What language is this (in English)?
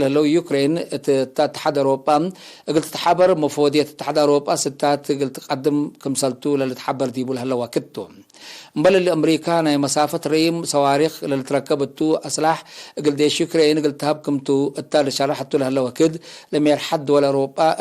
Tigre